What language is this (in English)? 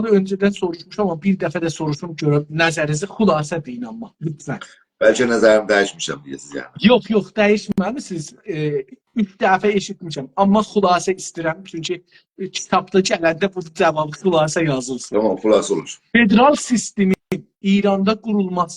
South Azerbaijani